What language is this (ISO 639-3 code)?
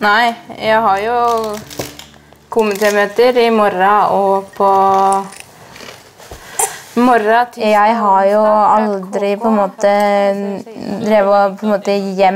nor